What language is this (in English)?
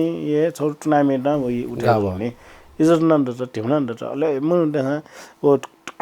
Newari